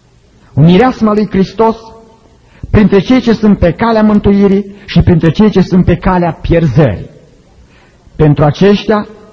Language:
Romanian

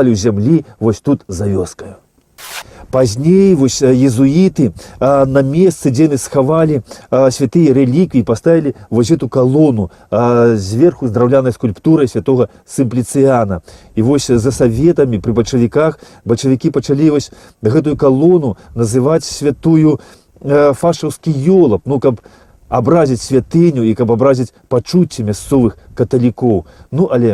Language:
Belarusian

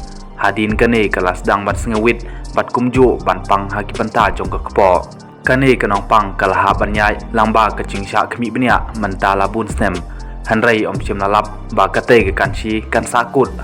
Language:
Khasi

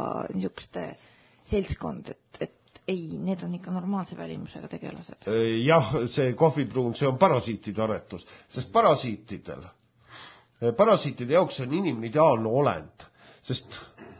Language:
Estonian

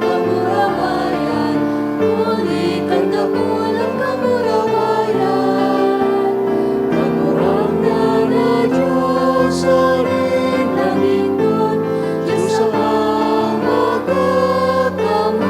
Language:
Bikol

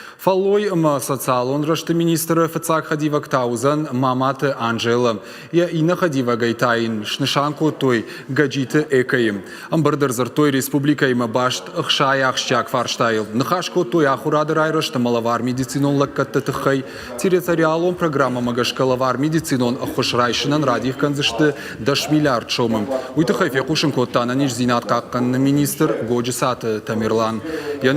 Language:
Ossetic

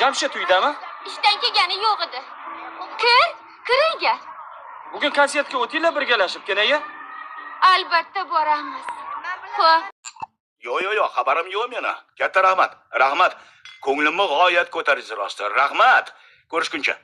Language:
Uzbek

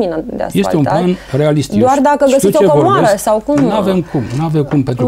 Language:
Romanian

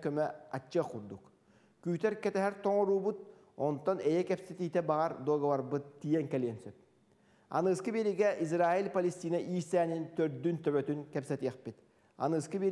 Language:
Yakut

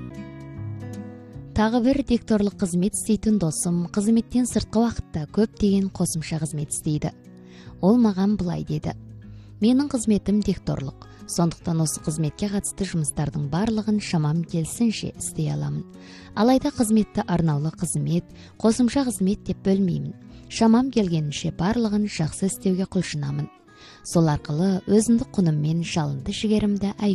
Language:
Kazakh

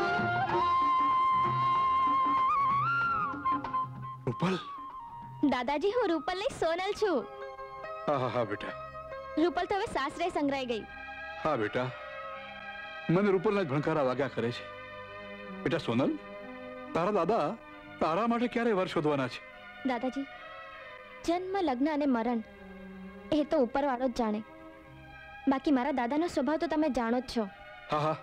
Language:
Gujarati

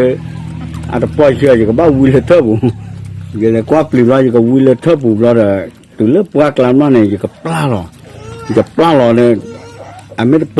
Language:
S'gaw Karen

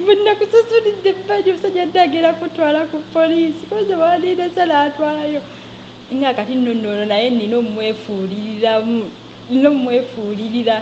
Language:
Ganda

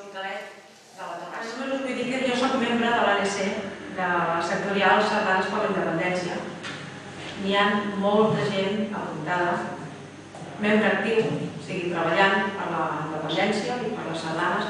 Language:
Catalan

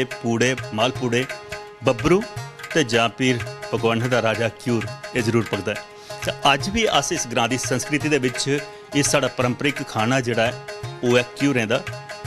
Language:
Dogri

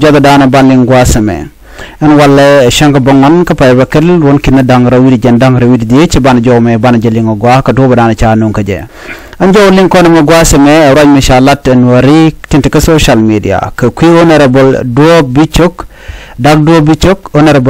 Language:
Nuer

